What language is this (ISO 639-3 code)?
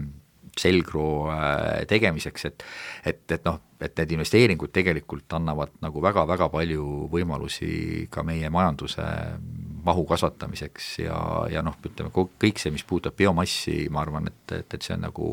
est